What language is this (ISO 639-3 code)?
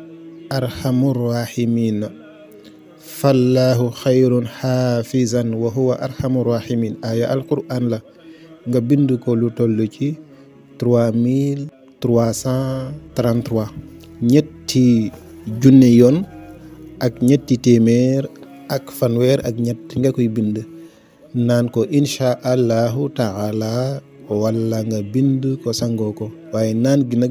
wol